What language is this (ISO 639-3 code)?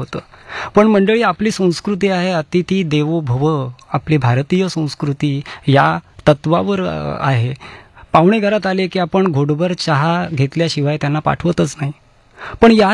mar